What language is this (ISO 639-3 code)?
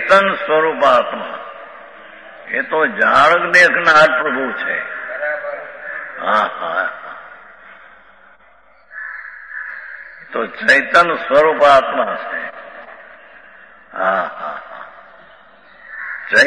guj